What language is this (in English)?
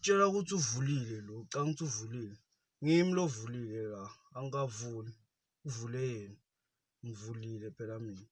Zulu